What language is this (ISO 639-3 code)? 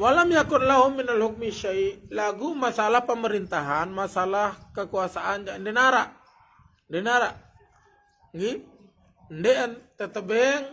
sas